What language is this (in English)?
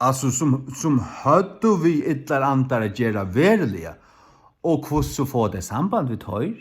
Faroese